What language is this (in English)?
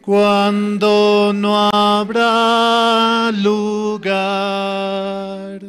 South Bolivian Quechua